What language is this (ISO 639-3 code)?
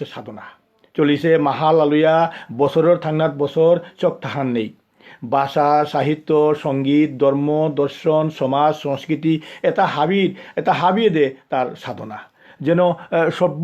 bpy